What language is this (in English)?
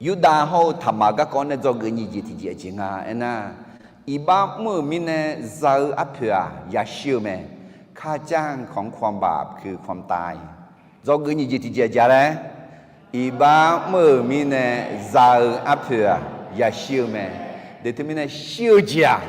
Akha